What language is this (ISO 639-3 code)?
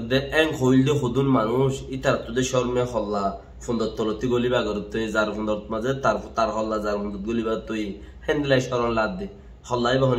rhg